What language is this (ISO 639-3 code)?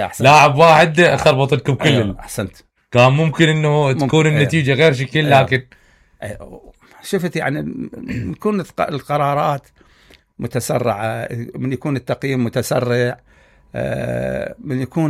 acm